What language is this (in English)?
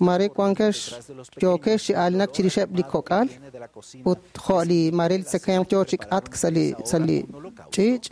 Kekchí